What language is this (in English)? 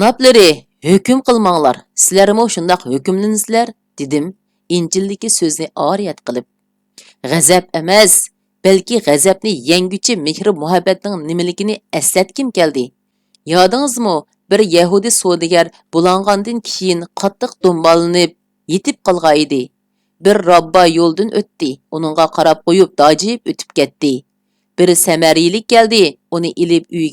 Uyghur